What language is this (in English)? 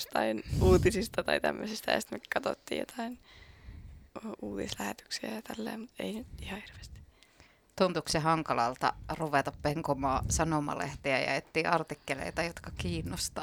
Finnish